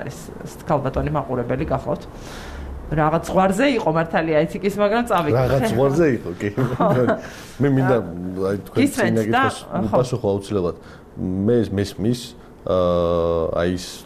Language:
Georgian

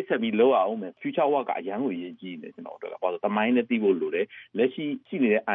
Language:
Burmese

